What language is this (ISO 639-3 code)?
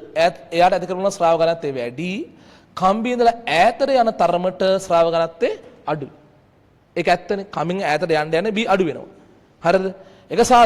sin